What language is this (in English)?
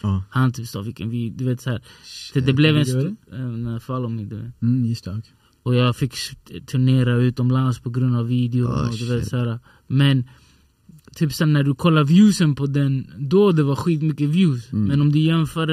Swedish